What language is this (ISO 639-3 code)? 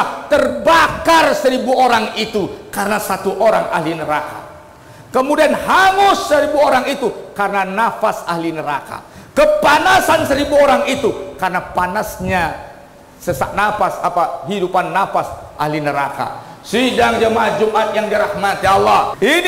ind